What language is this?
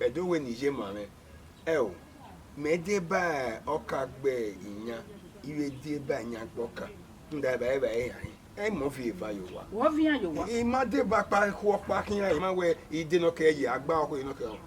Bini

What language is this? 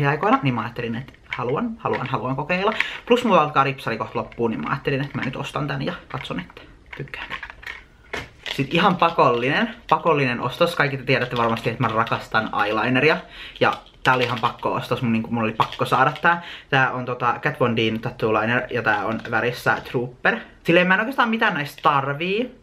Finnish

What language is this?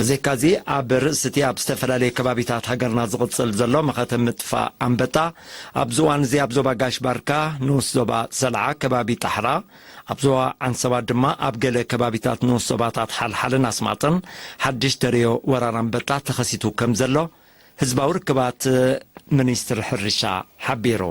Tigrinya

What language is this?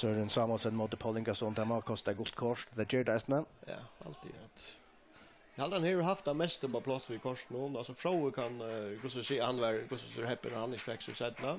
Faroese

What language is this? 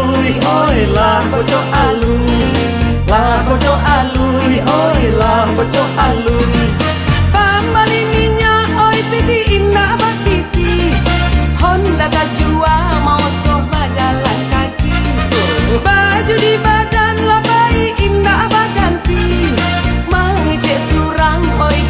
Minangkabau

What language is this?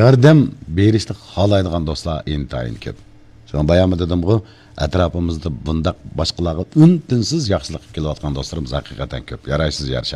Uyghur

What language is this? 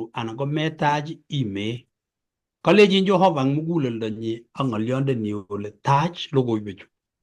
Kalenjin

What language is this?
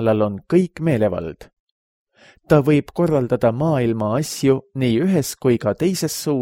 Estonian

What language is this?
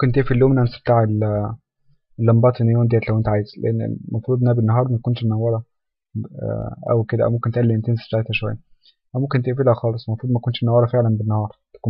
Egyptian Arabic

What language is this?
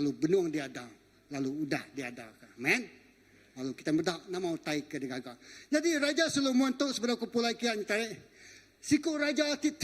Iban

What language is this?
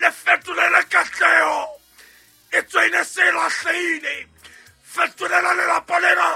Southern Sotho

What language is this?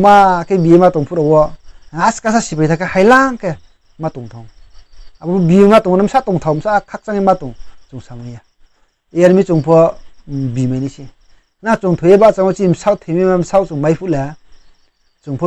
Riang (India)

